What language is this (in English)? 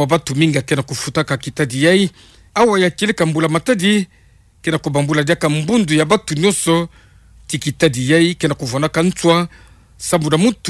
Kituba (Democratic Republic of Congo)